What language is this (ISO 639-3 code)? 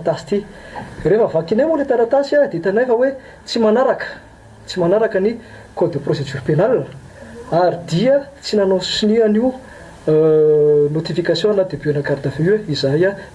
mlg